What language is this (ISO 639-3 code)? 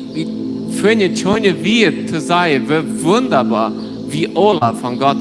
pdt